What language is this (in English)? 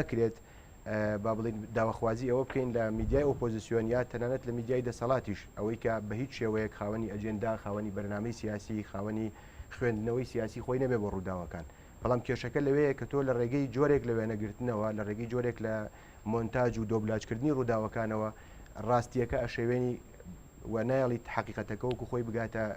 Central Kurdish